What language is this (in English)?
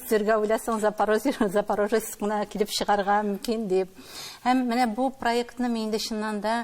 Tatar